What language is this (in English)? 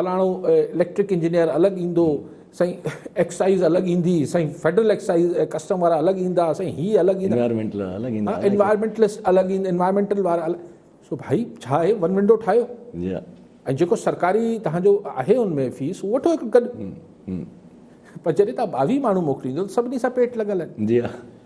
Sindhi